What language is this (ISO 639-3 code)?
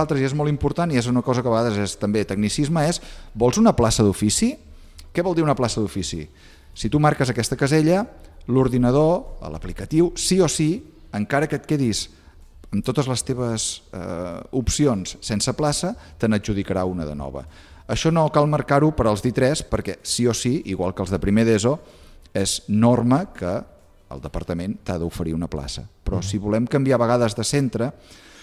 cat